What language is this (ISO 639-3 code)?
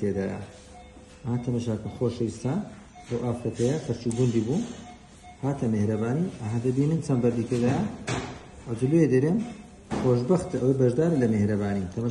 ckb